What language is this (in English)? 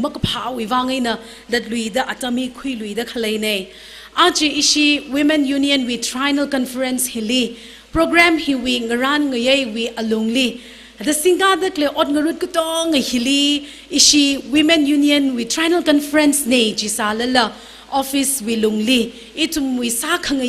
Tangkhul Naga (India)